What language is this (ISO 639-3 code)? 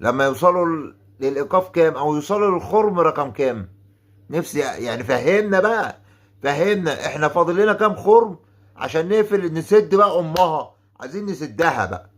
arz